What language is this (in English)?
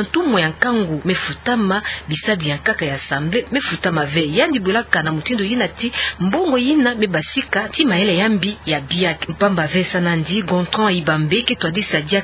Kituba (Democratic Republic of Congo)